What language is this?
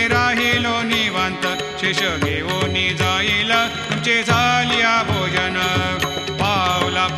Marathi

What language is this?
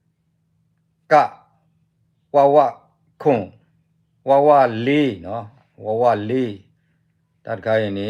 S'gaw Karen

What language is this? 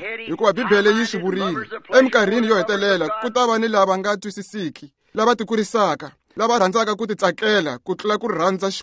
Tsonga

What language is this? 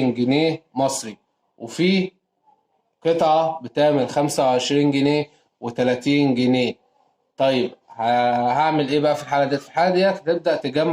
Egyptian Arabic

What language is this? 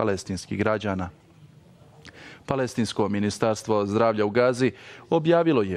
Bosnian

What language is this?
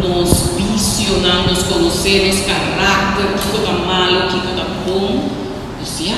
Papiamento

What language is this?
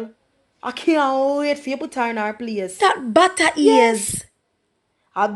Jamaican Creole English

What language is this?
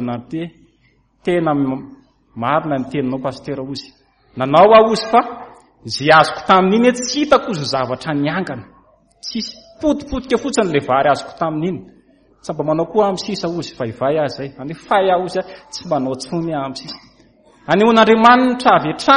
Malagasy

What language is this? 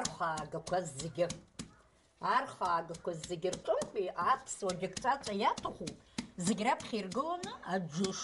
Abkhazian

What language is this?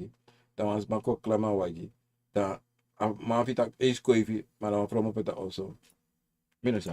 Sranan Tongo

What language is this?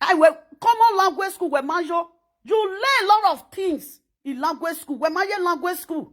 Nigerian Pidgin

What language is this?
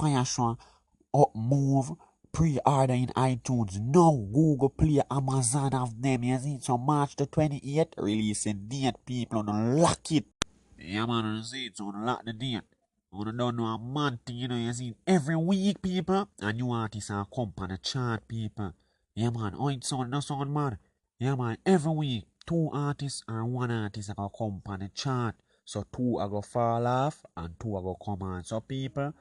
Jamaican Creole English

